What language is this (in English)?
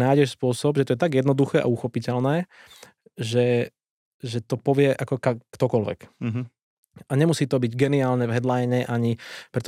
Slovak